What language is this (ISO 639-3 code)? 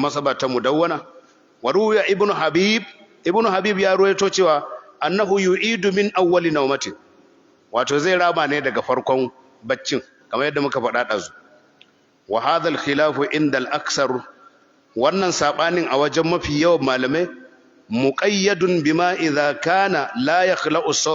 hau